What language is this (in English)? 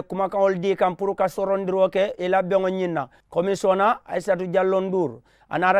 Mandingo